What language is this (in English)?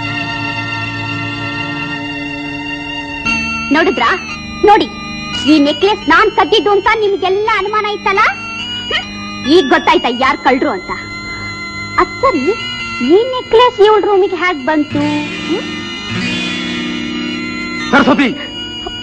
Kannada